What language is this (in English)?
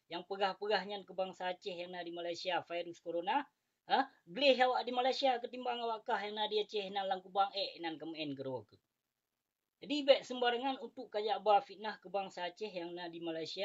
Achinese